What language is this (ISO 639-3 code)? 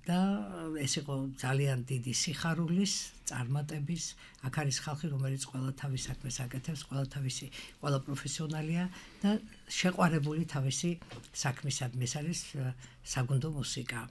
kat